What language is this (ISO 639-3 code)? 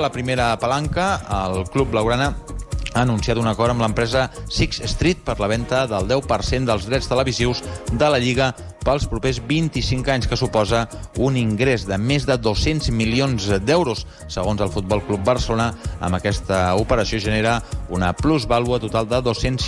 cat